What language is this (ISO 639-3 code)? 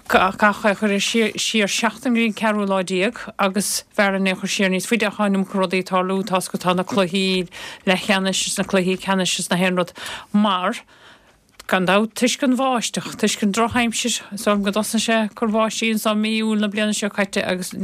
gle